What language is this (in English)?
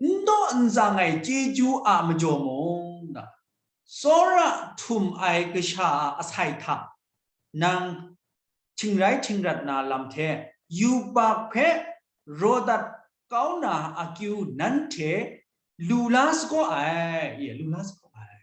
Kachin